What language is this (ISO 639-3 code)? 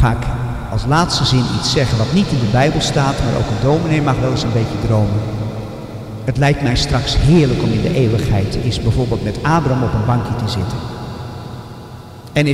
nld